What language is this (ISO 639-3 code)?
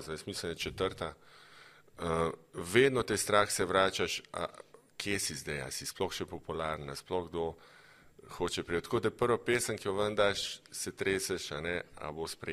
slv